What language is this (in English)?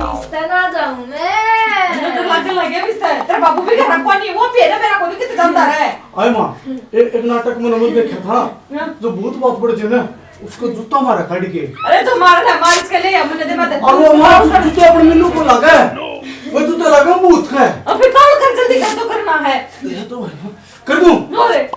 Haryanvi